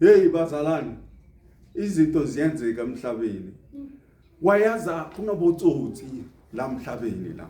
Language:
Zulu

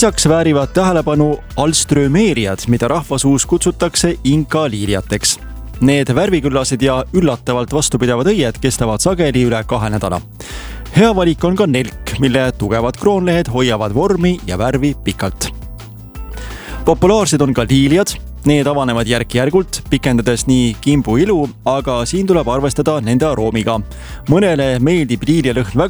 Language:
Estonian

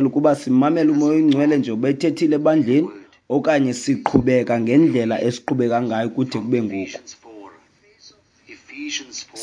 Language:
Xhosa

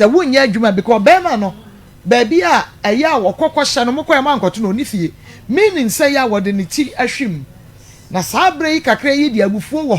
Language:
Akan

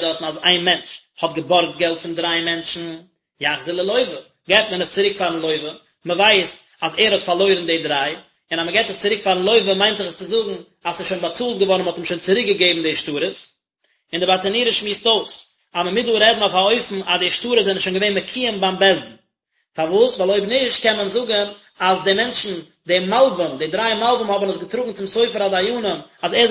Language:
Yiddish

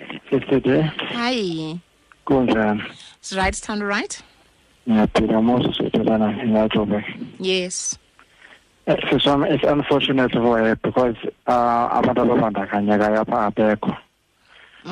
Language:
Xhosa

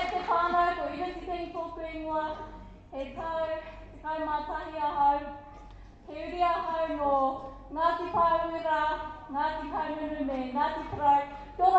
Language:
Māori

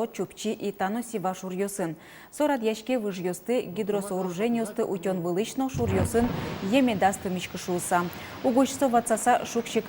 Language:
Udmurt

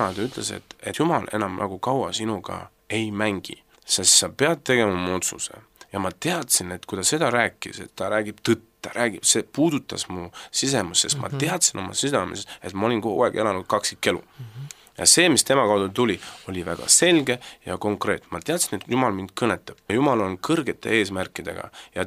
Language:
Estonian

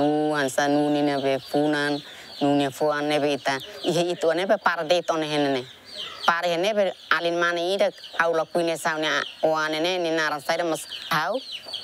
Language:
Tetum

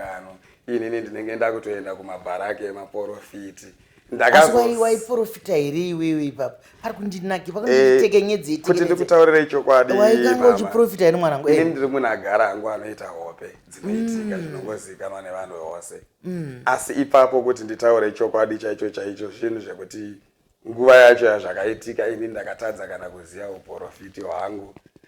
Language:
Shona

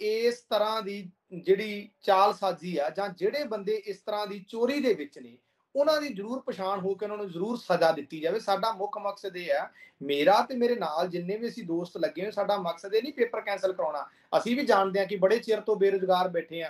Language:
Punjabi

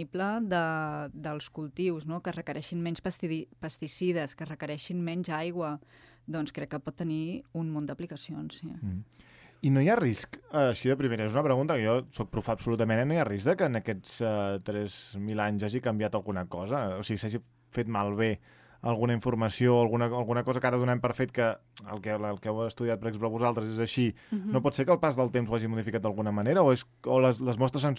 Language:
Catalan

